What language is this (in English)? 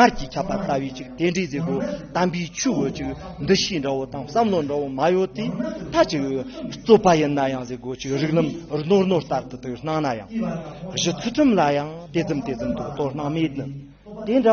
Tibetan